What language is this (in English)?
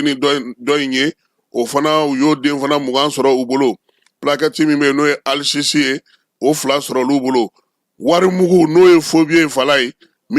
Bambara